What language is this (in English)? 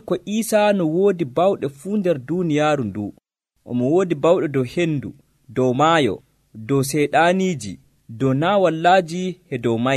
Nigerian Fulfulde